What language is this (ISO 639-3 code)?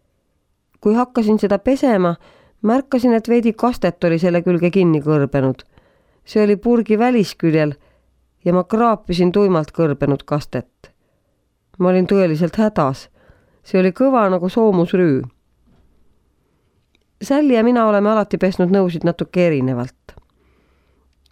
est